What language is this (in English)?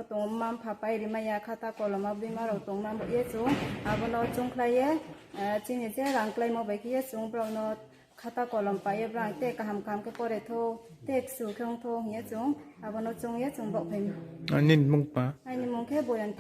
Riang (India)